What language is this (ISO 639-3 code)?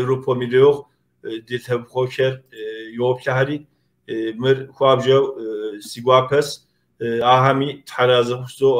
kbd